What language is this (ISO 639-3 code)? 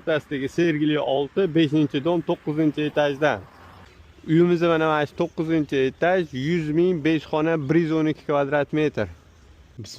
uzb